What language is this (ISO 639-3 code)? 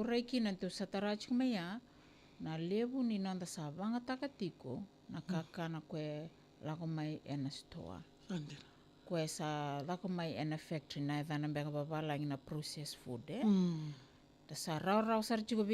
fij